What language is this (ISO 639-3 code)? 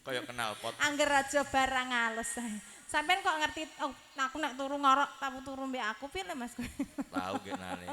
jav